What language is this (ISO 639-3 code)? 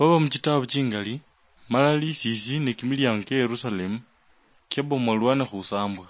luy